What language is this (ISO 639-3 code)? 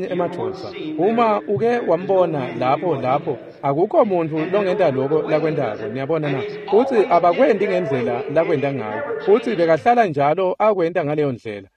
ssw